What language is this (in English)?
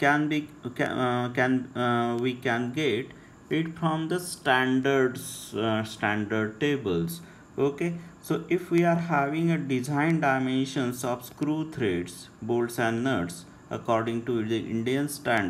English